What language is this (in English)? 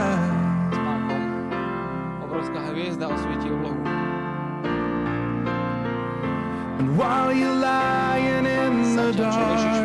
Slovak